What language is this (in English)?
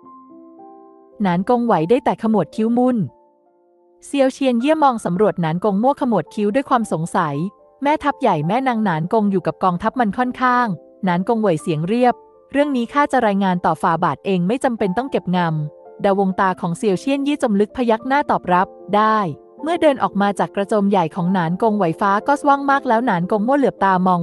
Thai